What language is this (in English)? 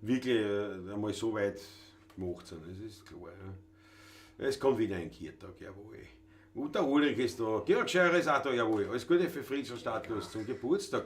Bavarian